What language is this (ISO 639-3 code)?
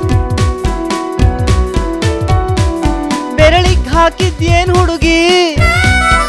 kan